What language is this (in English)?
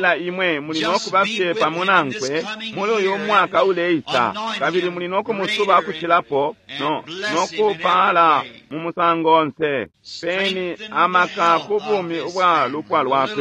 Bemba